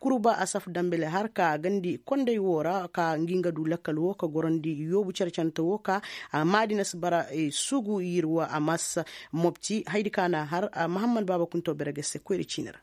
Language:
Koyraboro Senni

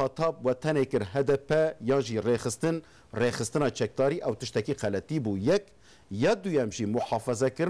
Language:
Kurdish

